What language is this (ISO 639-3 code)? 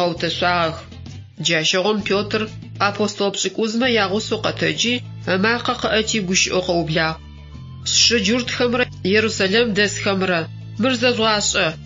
ady